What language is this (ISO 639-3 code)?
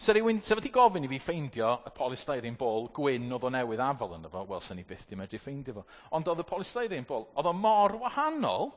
cym